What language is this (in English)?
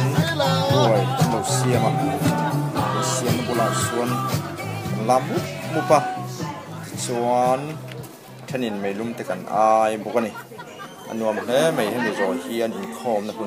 Mizo